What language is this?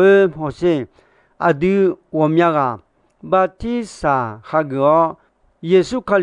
Akha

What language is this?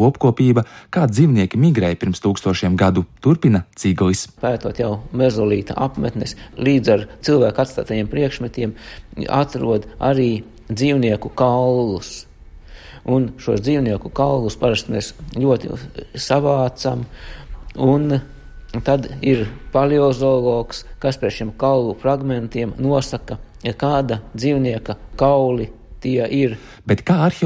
Latvian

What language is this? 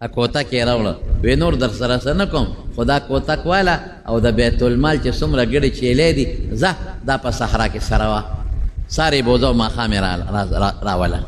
Pashto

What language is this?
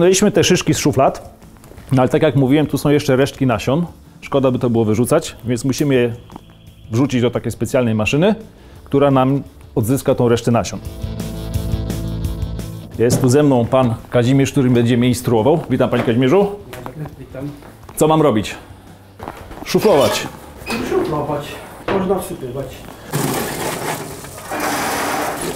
Polish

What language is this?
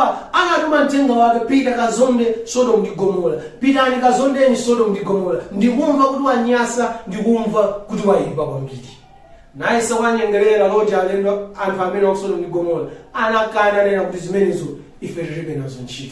Nyanja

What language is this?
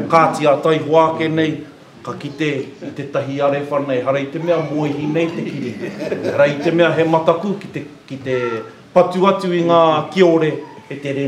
Māori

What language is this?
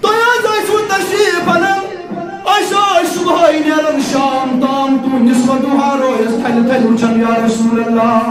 Kashmiri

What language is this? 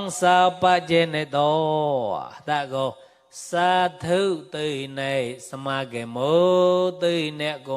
Mon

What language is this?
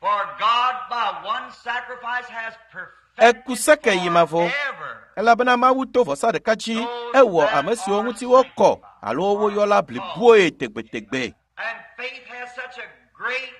Ewe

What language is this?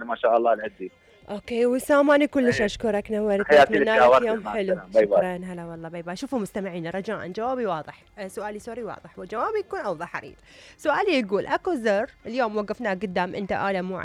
Mesopotamian Arabic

